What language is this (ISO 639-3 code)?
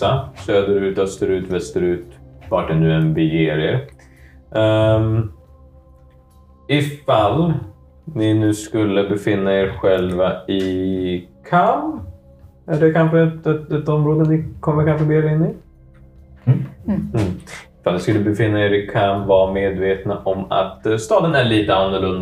swe